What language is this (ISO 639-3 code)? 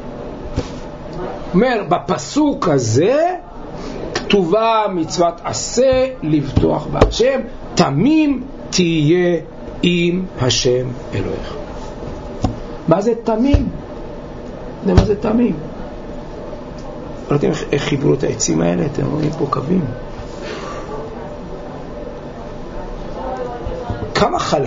heb